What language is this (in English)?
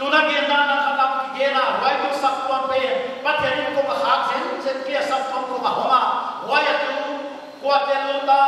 Paite Chin